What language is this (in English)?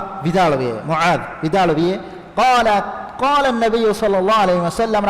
Divehi